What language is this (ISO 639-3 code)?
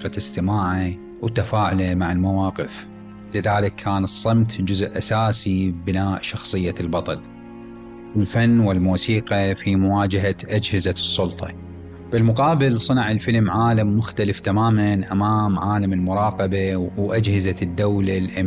acm